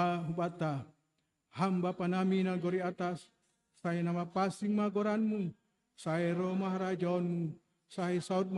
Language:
Batak Simalungun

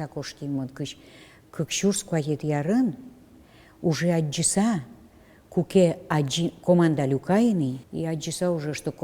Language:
Udmurt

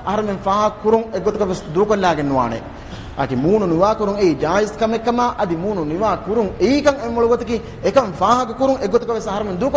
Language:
Divehi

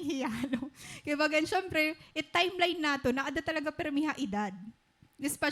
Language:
Waray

